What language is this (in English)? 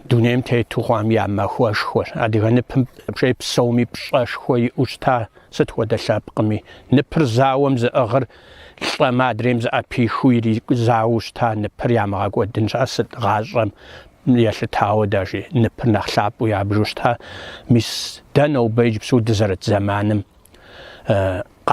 Kabardian